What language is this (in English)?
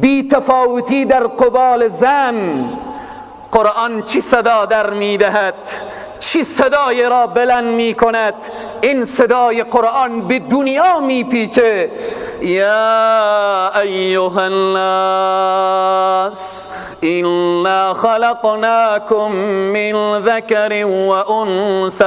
Persian